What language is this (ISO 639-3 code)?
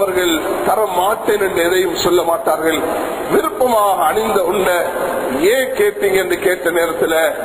tam